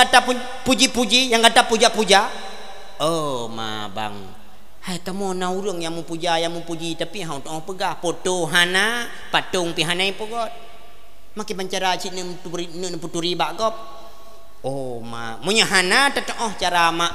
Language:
Achinese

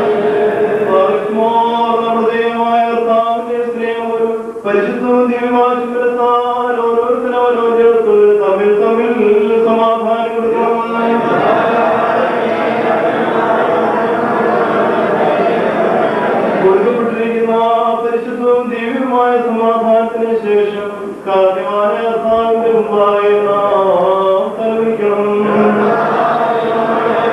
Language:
Malayalam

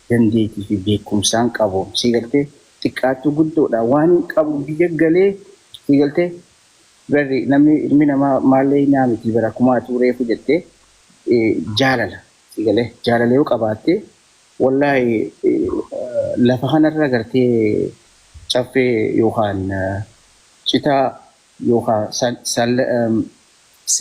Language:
Oromo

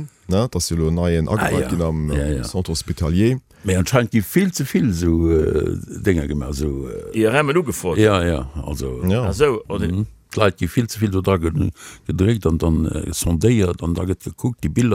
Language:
Luxembourgish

